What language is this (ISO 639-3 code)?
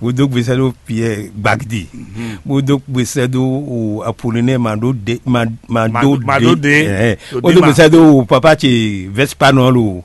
fon